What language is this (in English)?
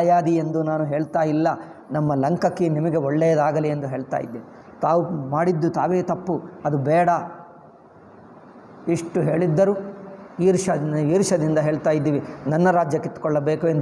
Kannada